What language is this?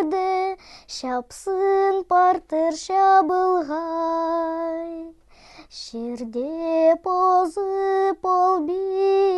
Khakas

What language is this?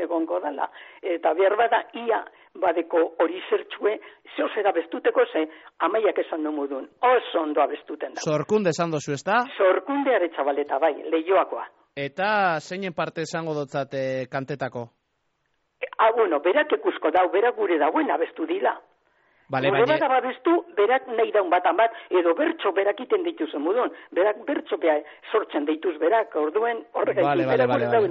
Basque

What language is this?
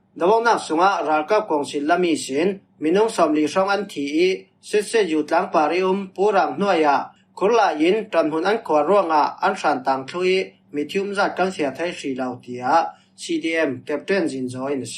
Falam Chin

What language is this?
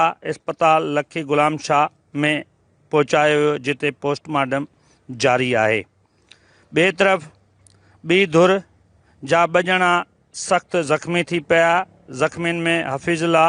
Sindhi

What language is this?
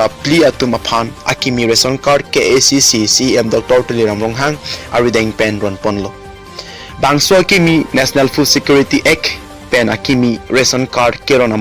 Karbi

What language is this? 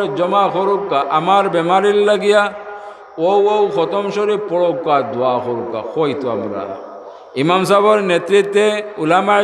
Sylheti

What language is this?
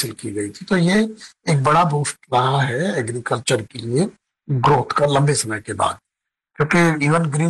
Hindi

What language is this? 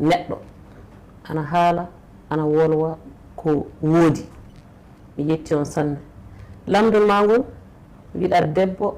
Fula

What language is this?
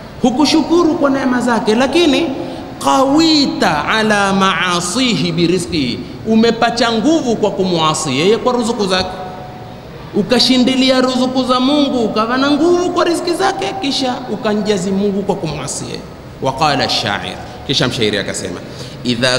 Swahili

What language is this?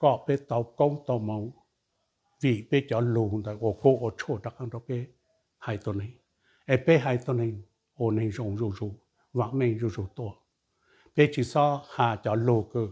Hmong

